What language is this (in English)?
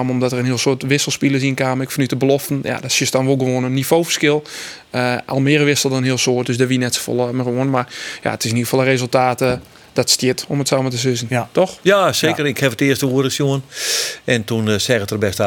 Western Frisian